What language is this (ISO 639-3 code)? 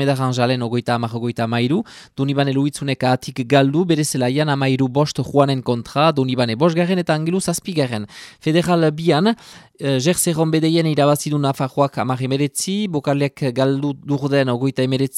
eus